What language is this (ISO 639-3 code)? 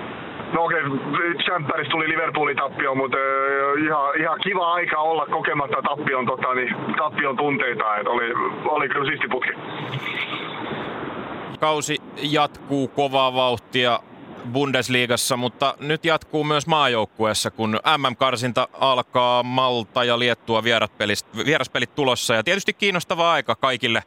fin